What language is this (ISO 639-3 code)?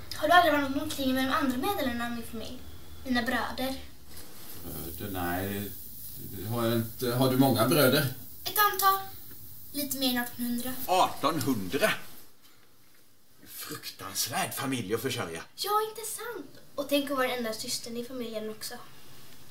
swe